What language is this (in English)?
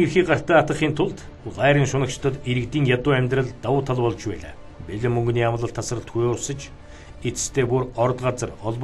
Mongolian